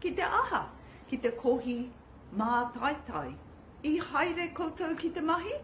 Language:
Māori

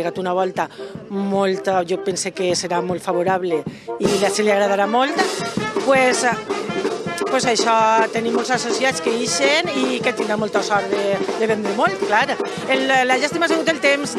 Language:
Catalan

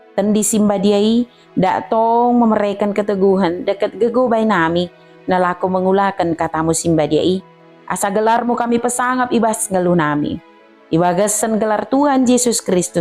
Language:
Batak Dairi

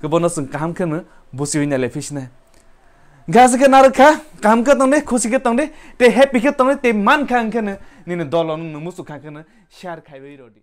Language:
Kok Borok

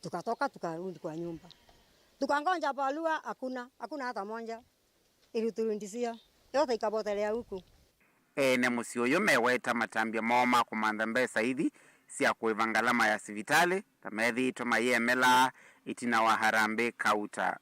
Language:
Kamba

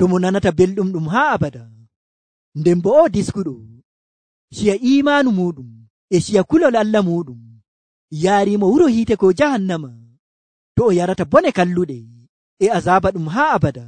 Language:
Nigerian Fulfulde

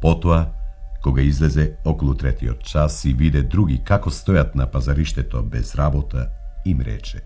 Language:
Macedonian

